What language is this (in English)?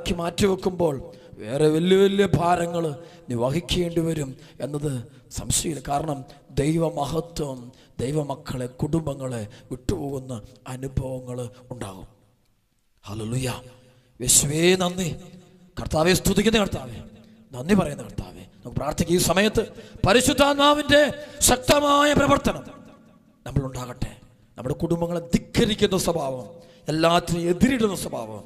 Malayalam